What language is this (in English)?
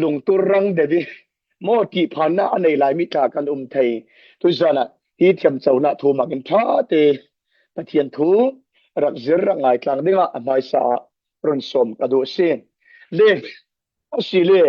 Falam Chin